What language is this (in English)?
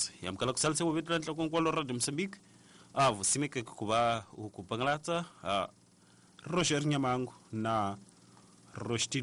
Tsonga